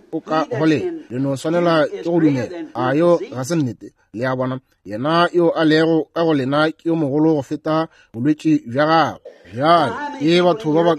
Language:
Northern Sotho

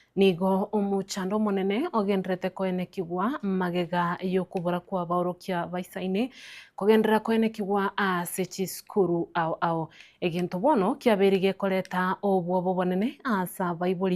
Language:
Gusii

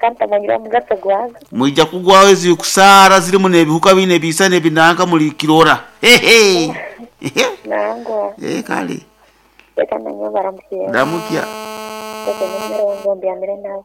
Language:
Nyoro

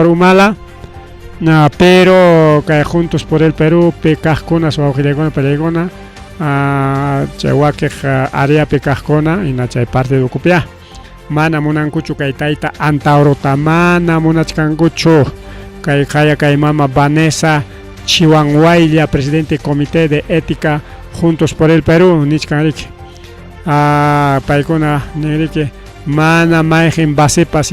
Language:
Ayacucho Quechua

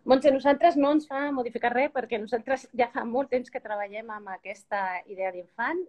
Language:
Catalan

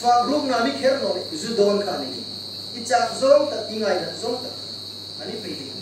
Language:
Hmar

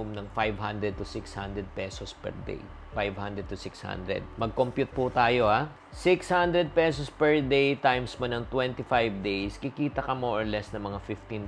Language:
Filipino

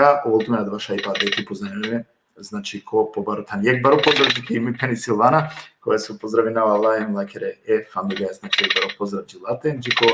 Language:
Balkan Romani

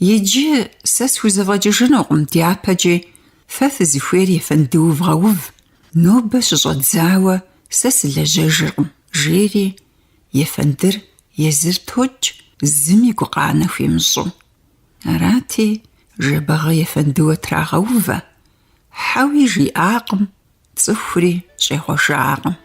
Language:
Kabardian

